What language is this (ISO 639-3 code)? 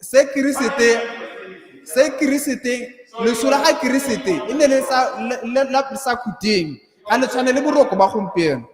tsn